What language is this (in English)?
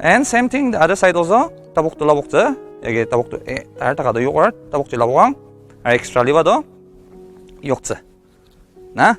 Ao Naga